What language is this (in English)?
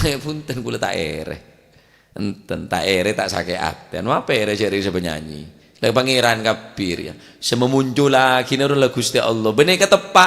Madurese